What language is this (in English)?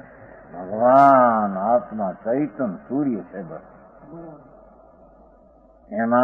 Gujarati